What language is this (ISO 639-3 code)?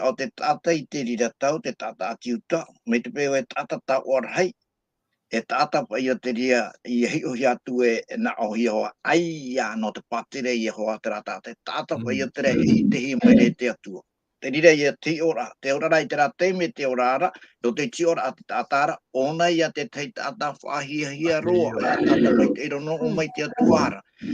tah